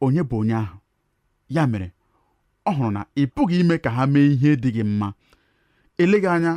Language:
Igbo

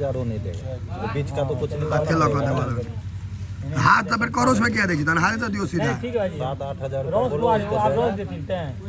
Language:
Maithili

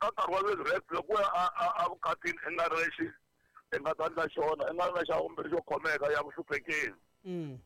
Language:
Tsonga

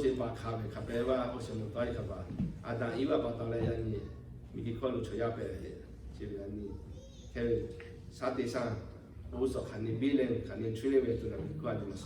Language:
Lahu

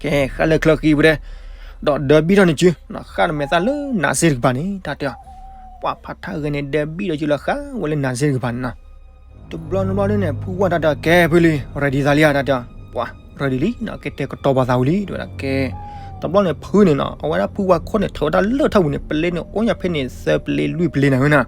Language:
S'gaw Karen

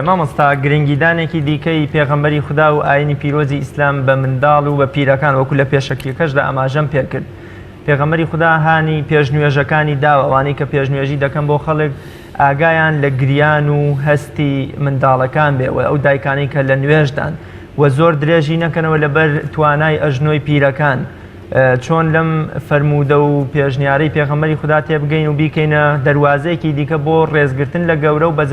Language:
Central Kurdish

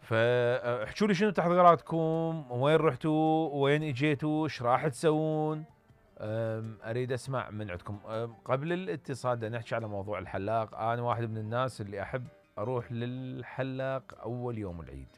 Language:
Mesopotamian Arabic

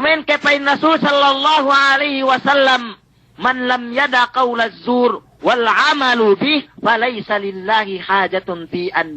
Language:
Yakan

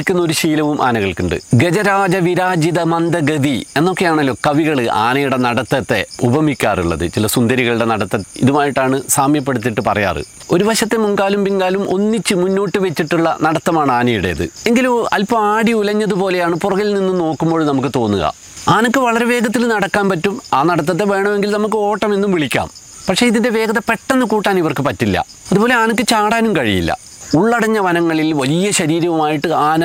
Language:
Malayalam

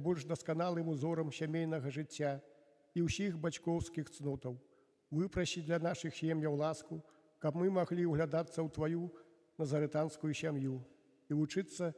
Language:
Belarusian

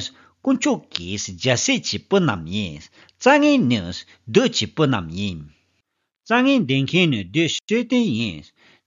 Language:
Tibetan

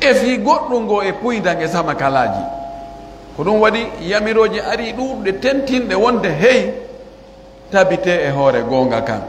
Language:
Pular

